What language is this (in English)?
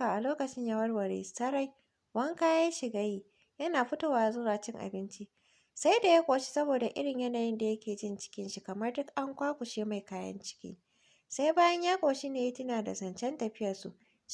Hausa